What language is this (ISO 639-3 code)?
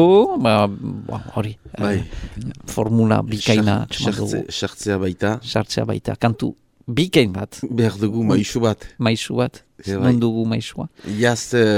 eus